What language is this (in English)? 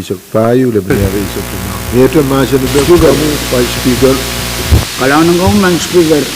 Pohnpeian